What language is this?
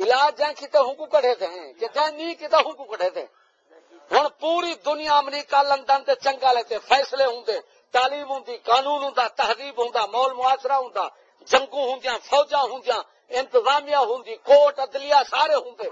Saraiki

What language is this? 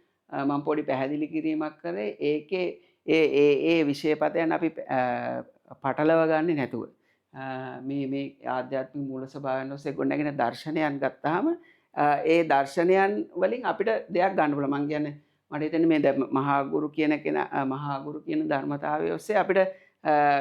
Sinhala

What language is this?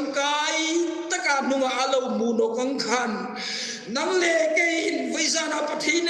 Hmar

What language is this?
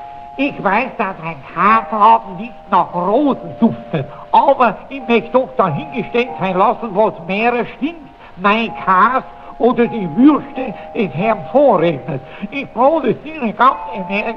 Bavarian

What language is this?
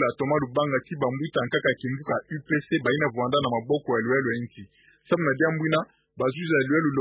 Kituba (Democratic Republic of Congo)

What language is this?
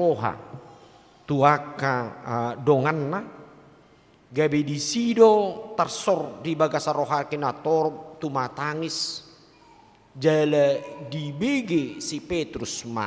Batak Toba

